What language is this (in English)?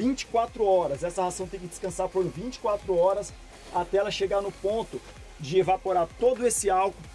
Portuguese